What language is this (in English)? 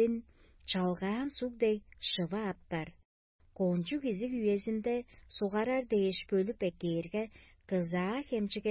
Tuvinian